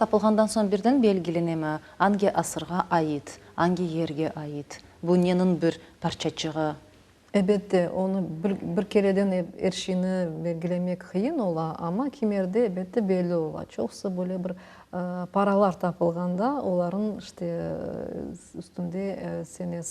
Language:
Crimean Tatar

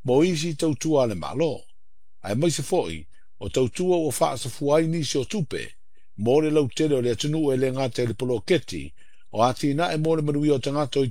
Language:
Samoan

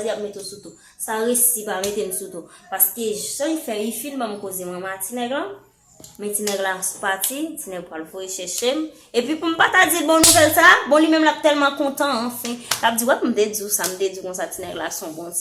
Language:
Haitian Creole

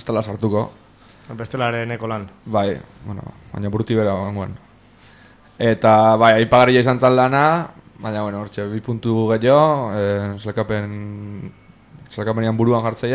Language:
Basque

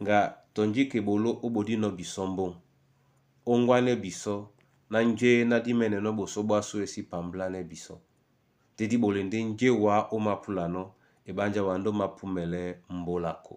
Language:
Duala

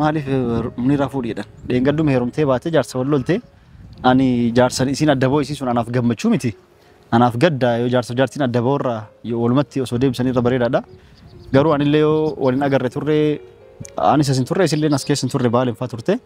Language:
Oromo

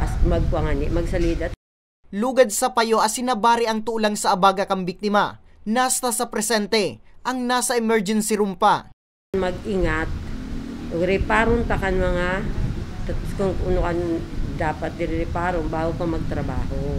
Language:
Bikol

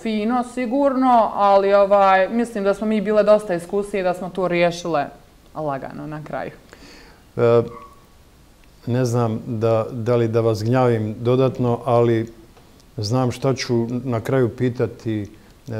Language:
Bosnian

